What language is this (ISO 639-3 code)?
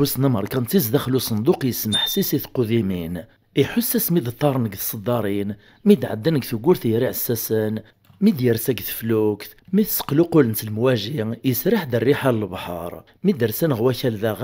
kab